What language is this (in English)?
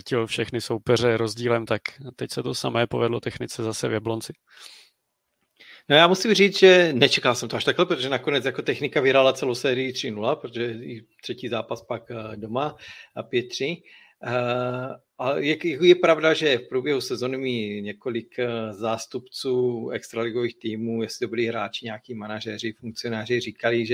Czech